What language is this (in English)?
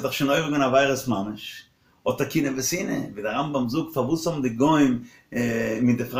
Yiddish